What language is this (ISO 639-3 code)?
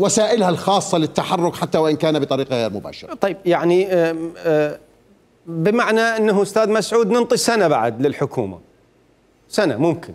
acm